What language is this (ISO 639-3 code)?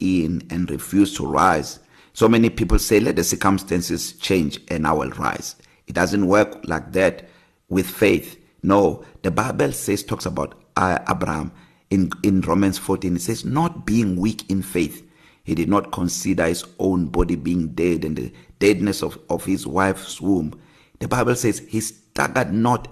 eng